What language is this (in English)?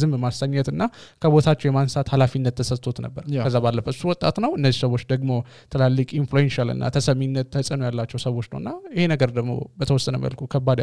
Amharic